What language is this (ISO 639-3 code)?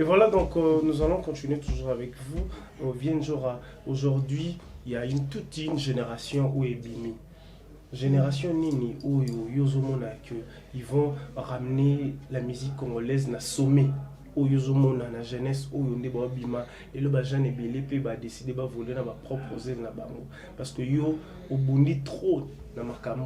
lin